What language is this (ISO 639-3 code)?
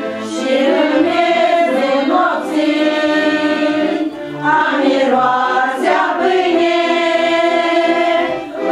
ron